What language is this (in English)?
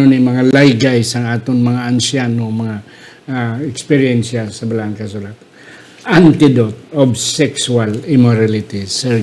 Hiligaynon